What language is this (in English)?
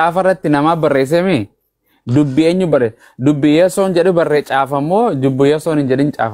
Oromo